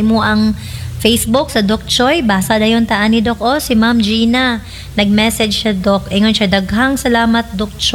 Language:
Cebuano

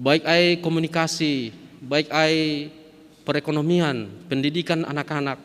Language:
Batak Simalungun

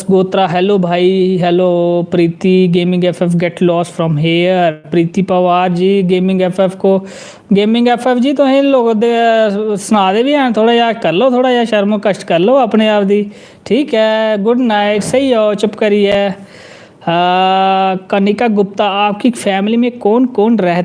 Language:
Dogri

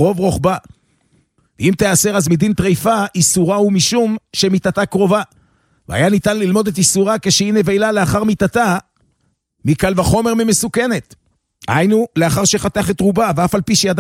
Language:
Hebrew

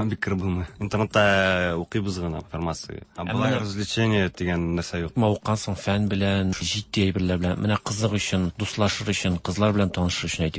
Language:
Tatar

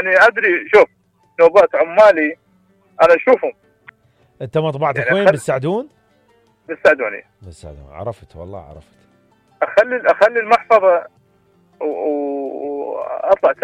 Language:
Mesopotamian Arabic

